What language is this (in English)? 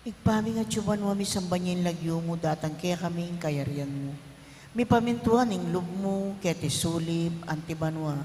Pampanga